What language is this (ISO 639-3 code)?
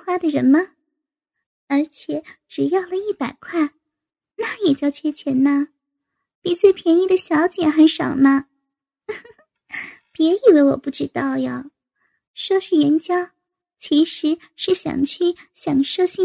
zho